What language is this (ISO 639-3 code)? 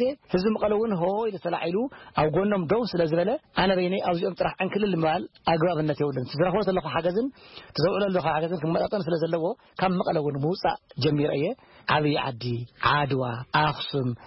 tir